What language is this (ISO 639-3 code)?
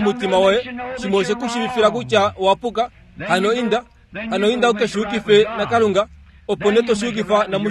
kua